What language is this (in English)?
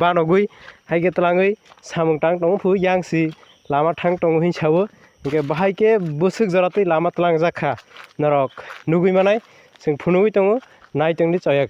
Kok Borok